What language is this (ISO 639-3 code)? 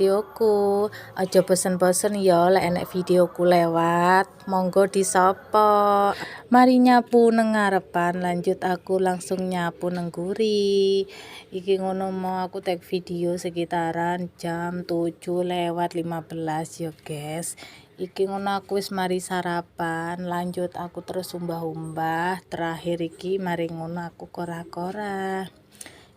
jav